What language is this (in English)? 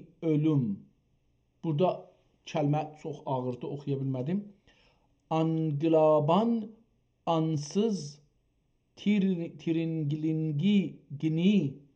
South Azerbaijani